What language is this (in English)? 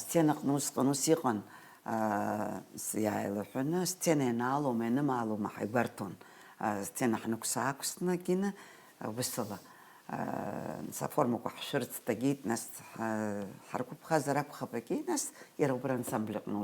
Abkhazian